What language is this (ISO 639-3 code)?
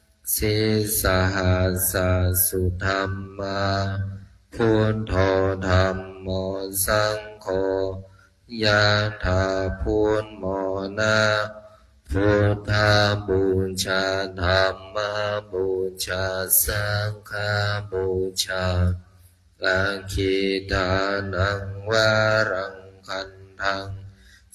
pli